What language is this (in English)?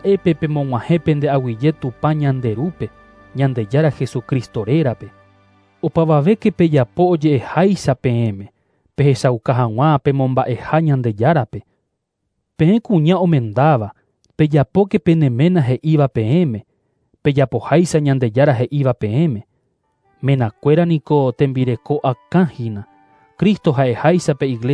Guarani